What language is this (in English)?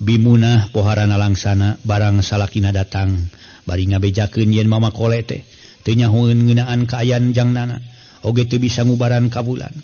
Sundanese